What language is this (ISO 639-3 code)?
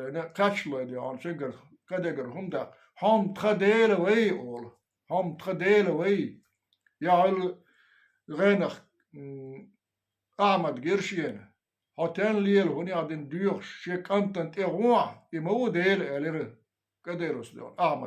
che